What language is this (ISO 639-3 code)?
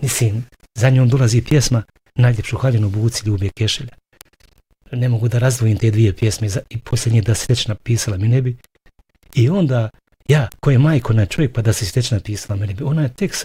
bos